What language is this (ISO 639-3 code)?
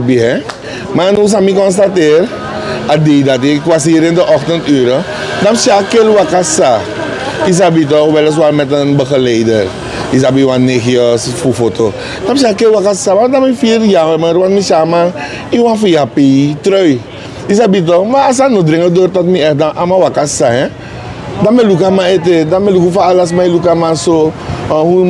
srn